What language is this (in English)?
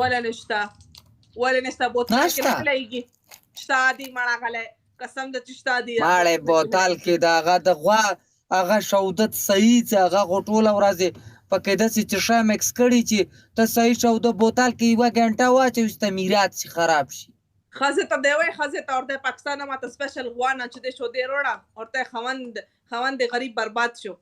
Pashto